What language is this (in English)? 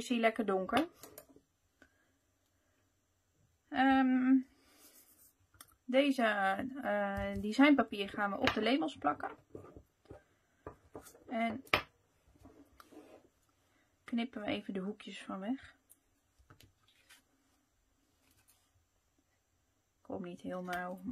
Dutch